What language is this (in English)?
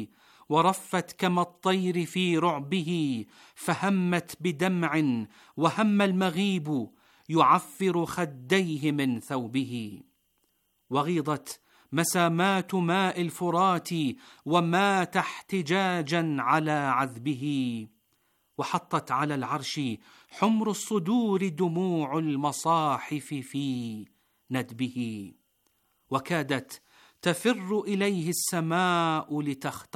Arabic